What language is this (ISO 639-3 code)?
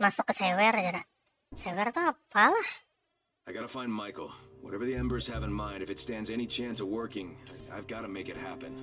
bjn